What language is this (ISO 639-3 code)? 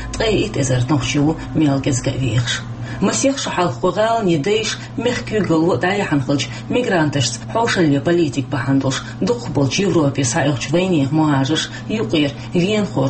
che